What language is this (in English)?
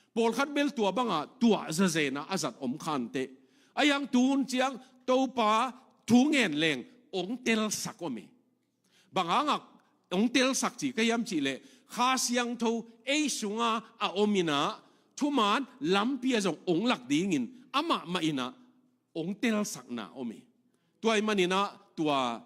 Tedim Chin